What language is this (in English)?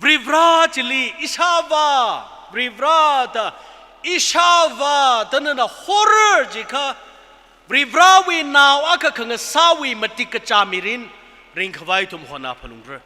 Tangkhul Naga (India)